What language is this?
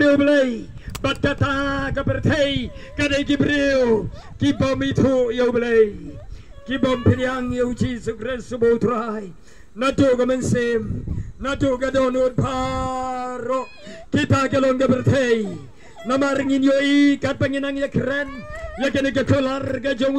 Khasi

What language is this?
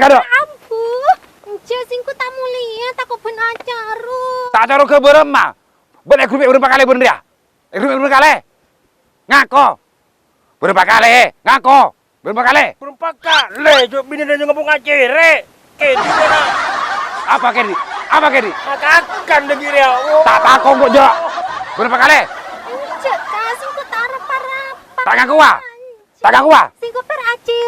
Madurese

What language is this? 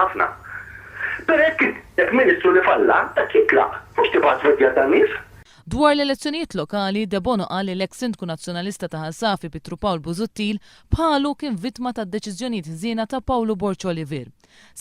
Maltese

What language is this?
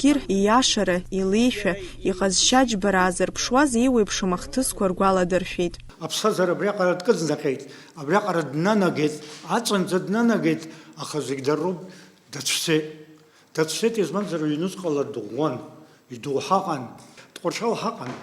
Abkhazian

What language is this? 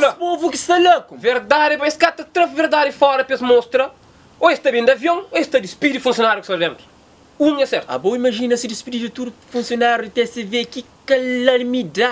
Kabuverdianu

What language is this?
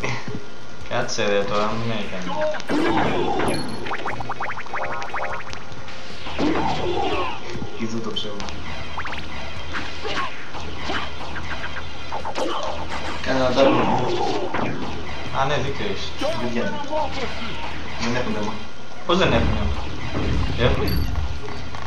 Greek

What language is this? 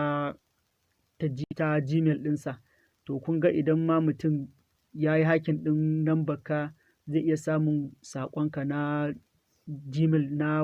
Hausa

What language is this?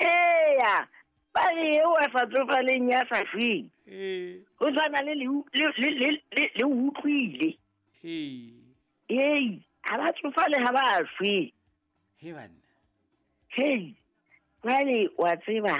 Southern Sotho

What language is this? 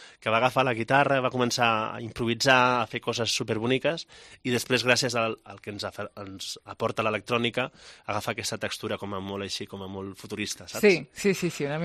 Catalan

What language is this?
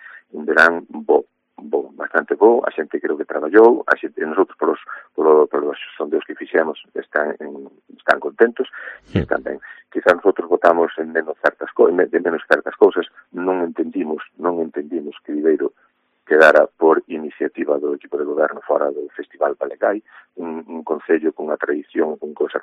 Galician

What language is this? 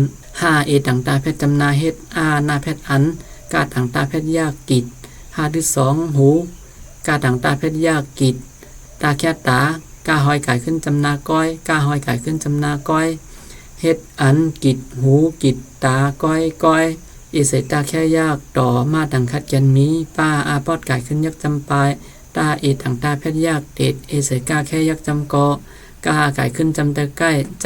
Shan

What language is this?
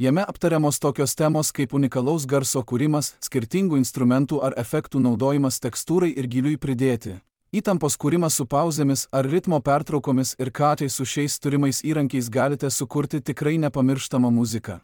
Lithuanian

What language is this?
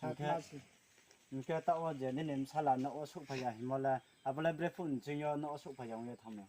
Riang (India)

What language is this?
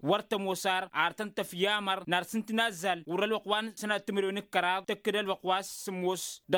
Tamasheq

